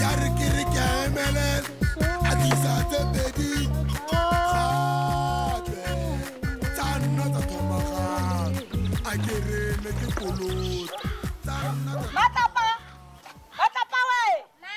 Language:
Tswana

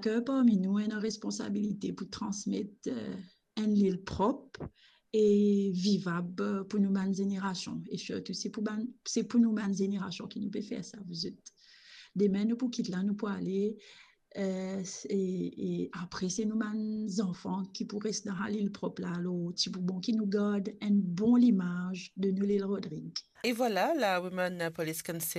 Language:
Morisyen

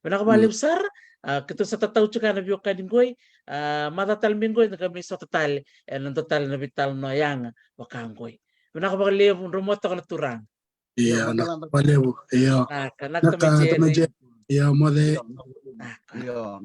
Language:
Fijian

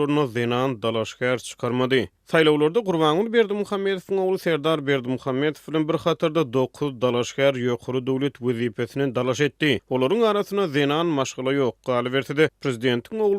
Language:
Turkmen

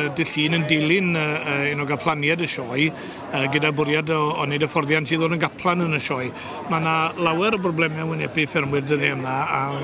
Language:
Welsh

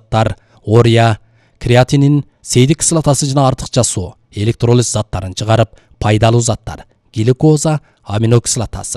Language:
Kyrgyz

